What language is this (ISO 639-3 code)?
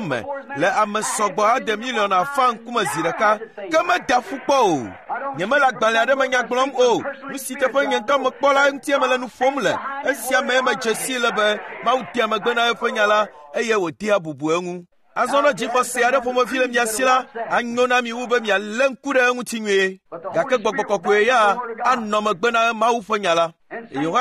ewe